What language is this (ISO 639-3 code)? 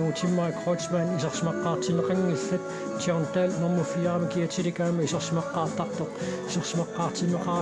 kal